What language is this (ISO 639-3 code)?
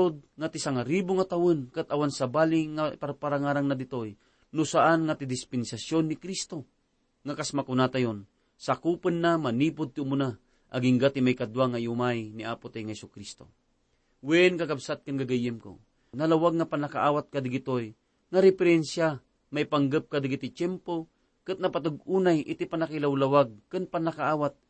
ilo